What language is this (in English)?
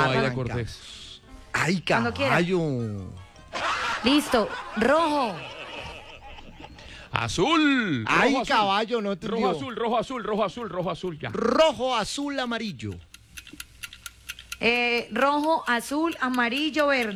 Spanish